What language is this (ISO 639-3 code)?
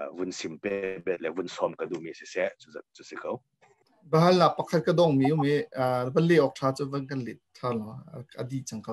cnh